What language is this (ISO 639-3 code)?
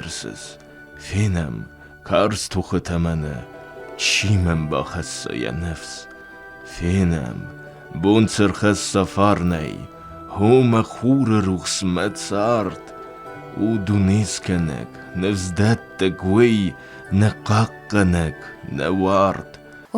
oss